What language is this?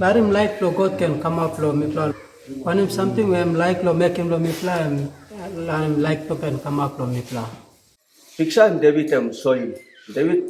Tok Pisin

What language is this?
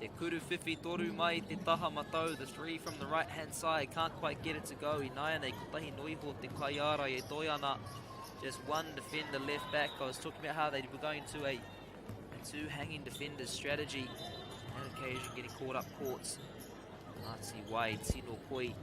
Māori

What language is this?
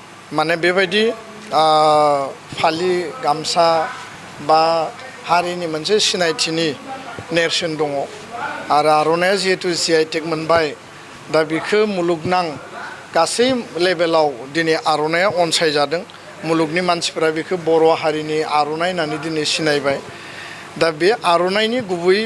Bodo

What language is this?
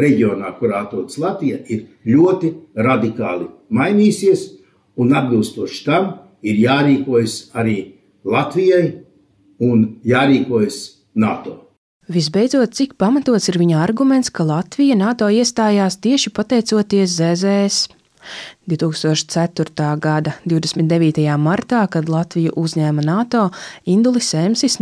Latvian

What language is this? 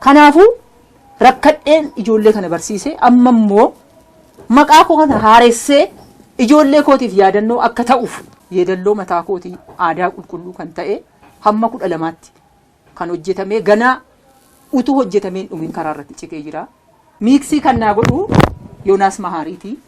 Oromo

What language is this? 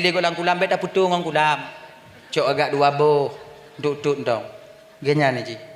Achinese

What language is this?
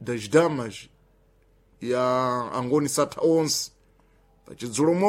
Sena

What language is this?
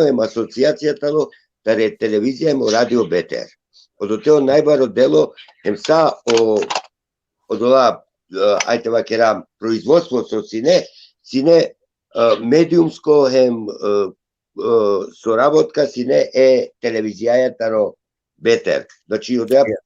Balkan Romani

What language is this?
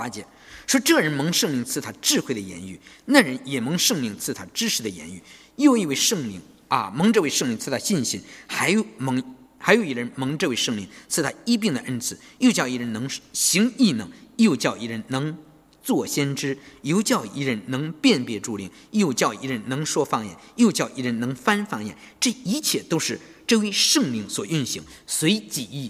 Chinese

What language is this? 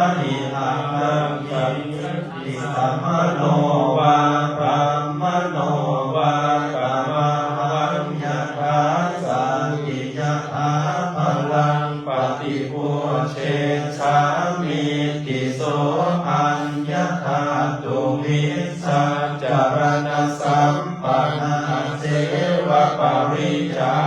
Pali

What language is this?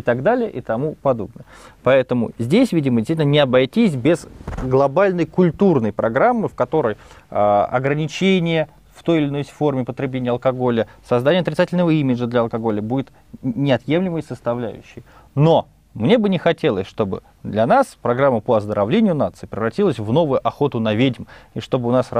Russian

